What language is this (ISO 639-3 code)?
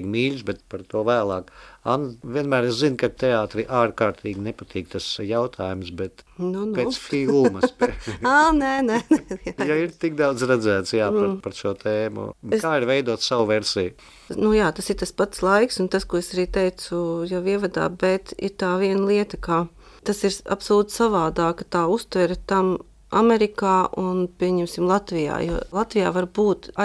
lav